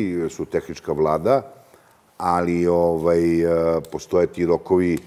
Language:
Serbian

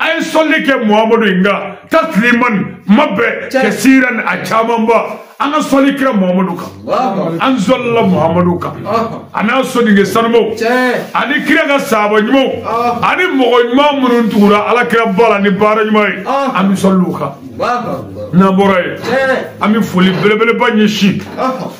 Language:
Bambara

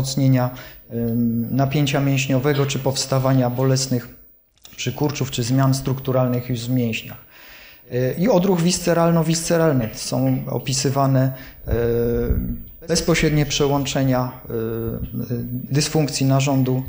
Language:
Polish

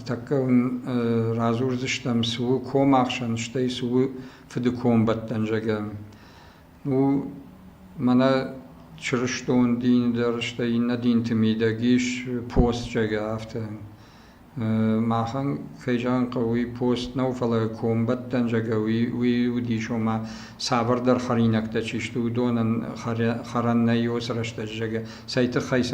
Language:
Ossetic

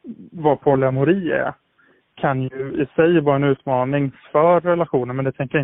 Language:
Swedish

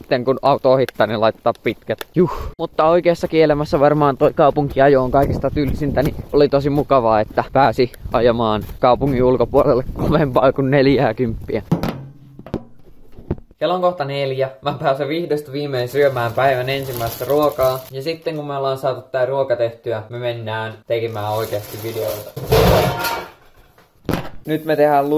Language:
Finnish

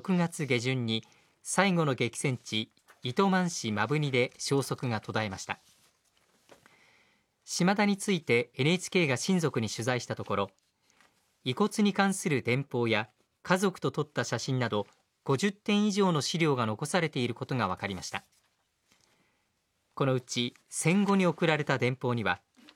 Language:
Japanese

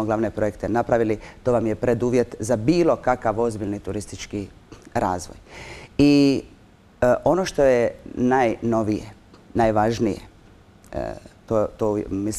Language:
Croatian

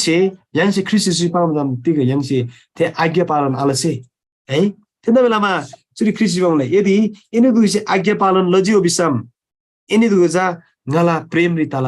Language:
Eastern Tamang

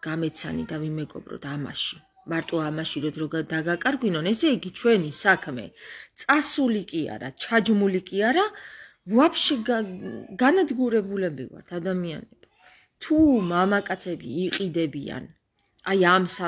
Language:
Georgian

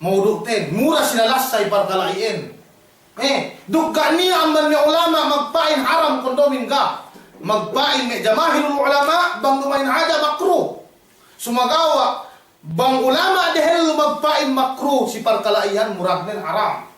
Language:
Yakan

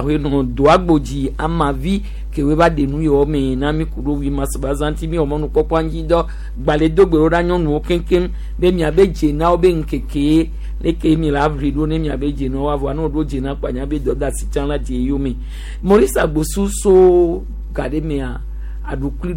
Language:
Gen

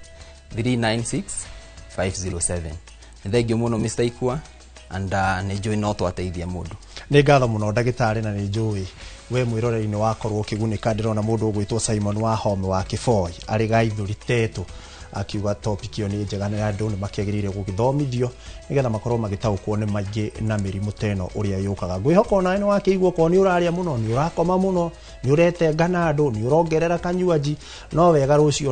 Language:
Kikuyu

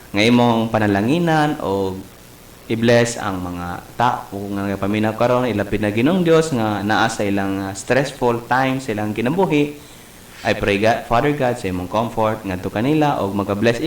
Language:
Cebuano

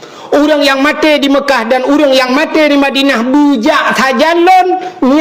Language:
Achinese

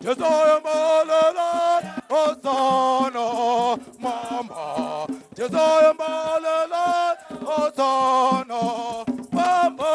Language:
Tswana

